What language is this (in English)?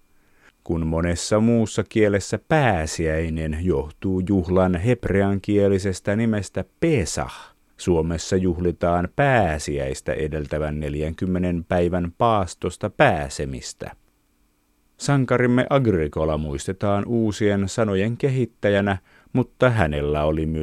Finnish